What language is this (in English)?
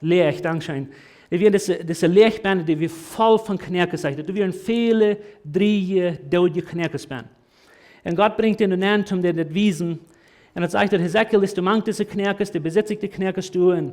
Plautdietsch